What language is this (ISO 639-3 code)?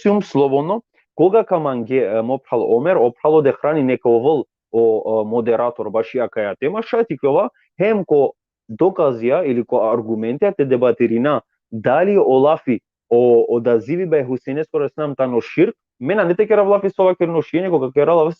rmn